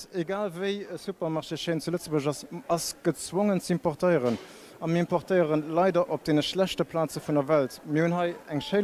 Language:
Luxembourgish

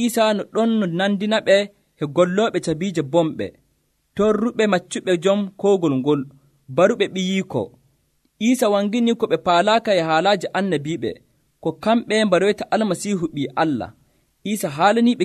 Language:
Nigerian Fulfulde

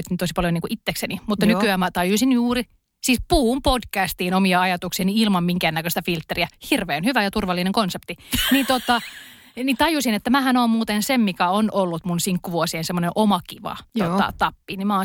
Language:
Finnish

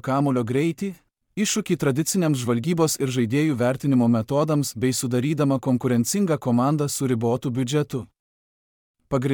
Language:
Lithuanian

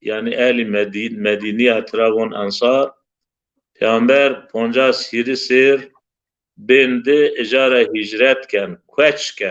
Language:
Zaza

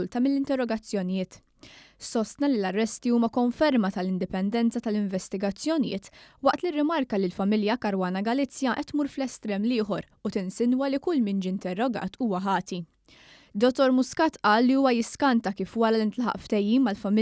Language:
Maltese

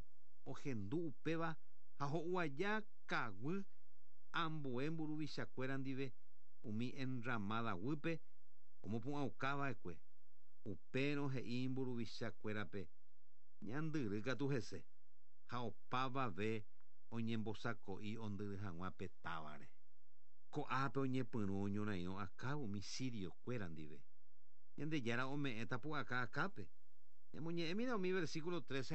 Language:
Guarani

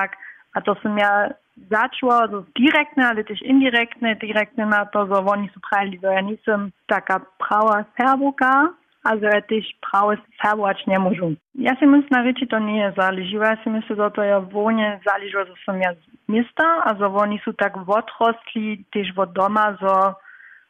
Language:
Upper Sorbian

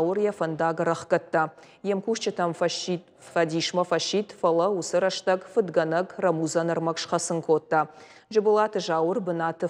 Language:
Ossetic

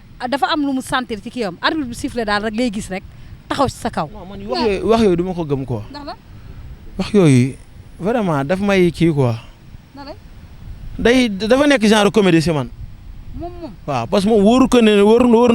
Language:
Wolof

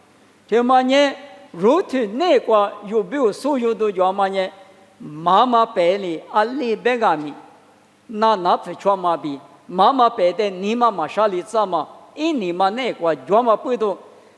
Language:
Lisu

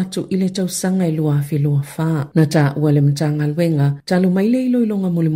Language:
Samoan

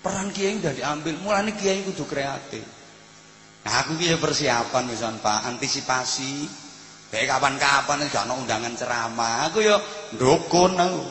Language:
Javanese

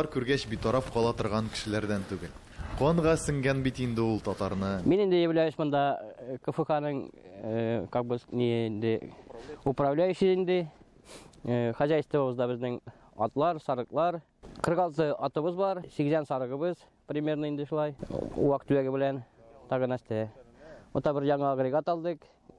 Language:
Tatar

